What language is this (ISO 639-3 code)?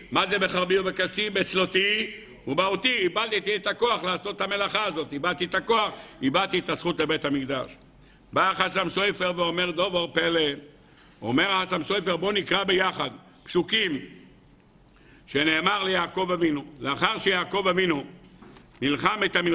heb